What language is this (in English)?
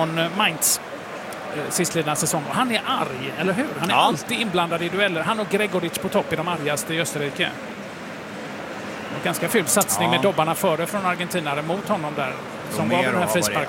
Swedish